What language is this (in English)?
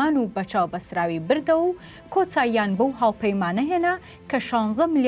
Central Kurdish